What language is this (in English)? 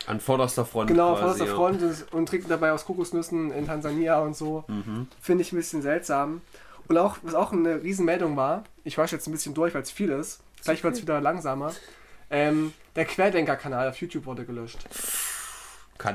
German